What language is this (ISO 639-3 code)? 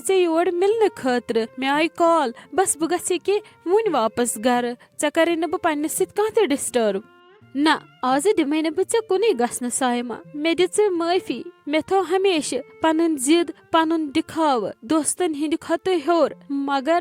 kas